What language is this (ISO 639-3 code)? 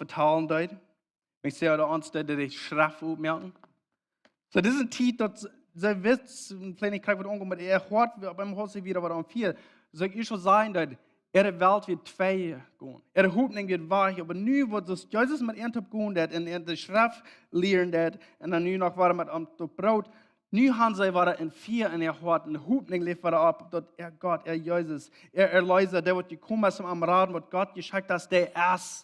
pdt